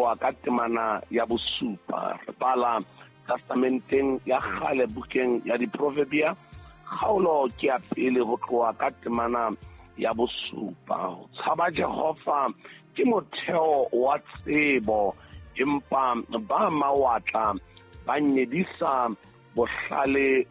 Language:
Southern Sotho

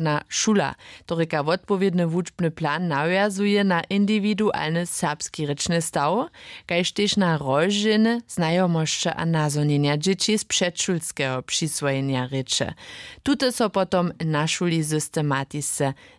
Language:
Upper Sorbian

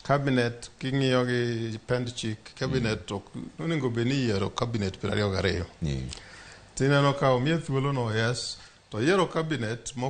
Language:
Luo (Kenya and Tanzania)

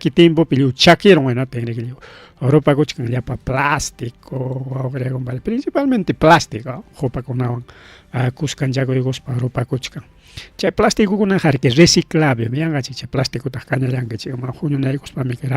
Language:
Ayacucho Quechua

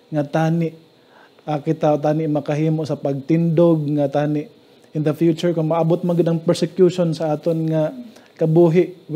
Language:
Hiligaynon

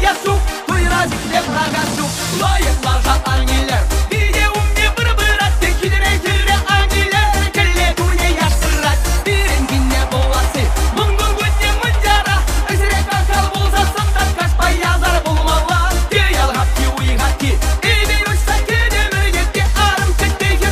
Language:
Chuvash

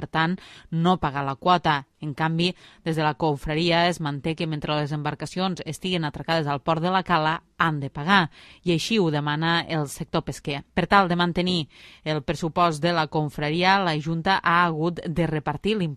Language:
Catalan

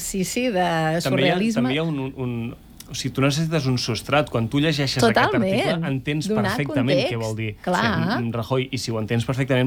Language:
Catalan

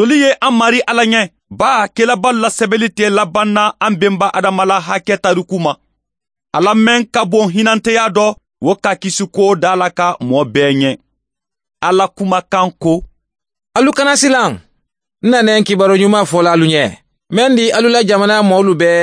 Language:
Mandingo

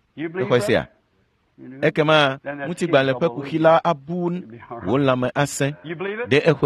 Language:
Ewe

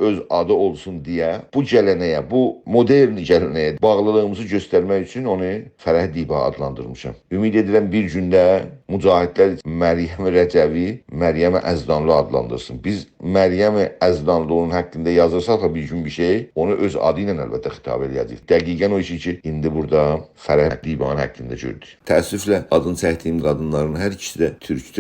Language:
South Azerbaijani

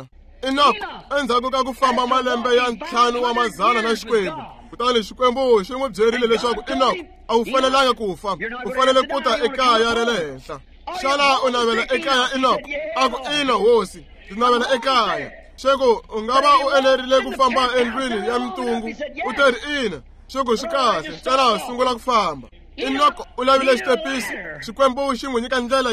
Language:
Tsonga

